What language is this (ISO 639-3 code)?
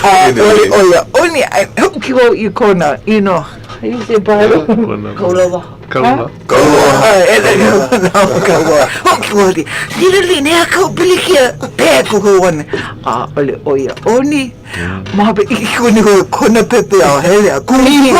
haw